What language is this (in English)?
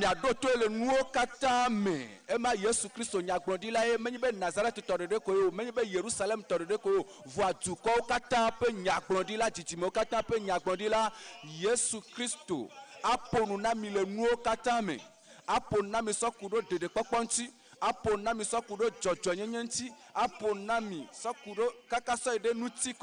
Ewe